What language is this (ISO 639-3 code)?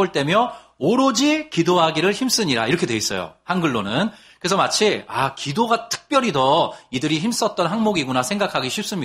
kor